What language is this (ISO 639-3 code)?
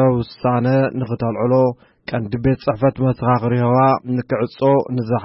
tir